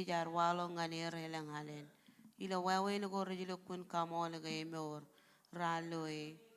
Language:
Marshallese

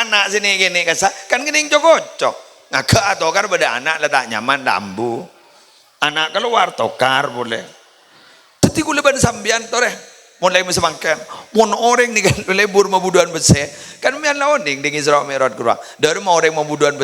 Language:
Madurese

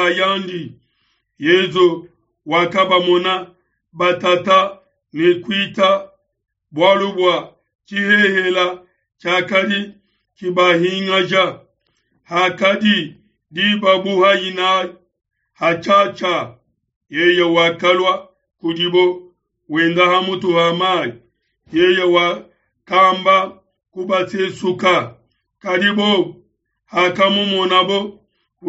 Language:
Luba-Lulua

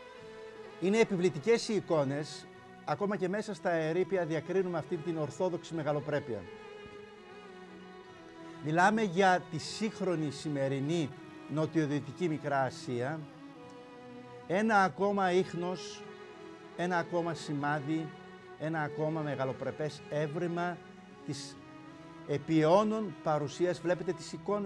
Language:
Greek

